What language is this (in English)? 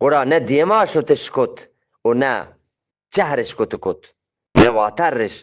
Eastern Balochi